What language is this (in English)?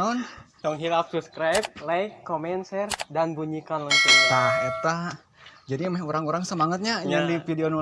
Sundanese